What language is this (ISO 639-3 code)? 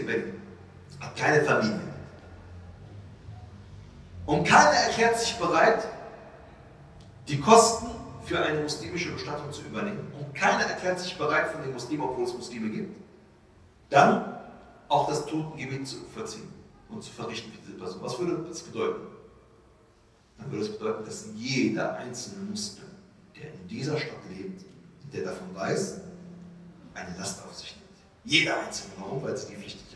deu